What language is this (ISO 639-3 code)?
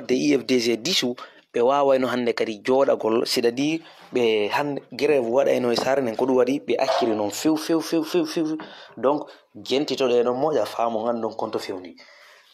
ful